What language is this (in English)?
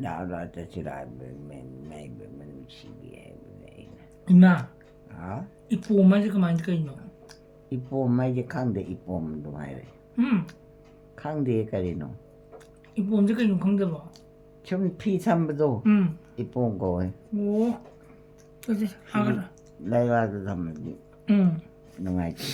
Manipuri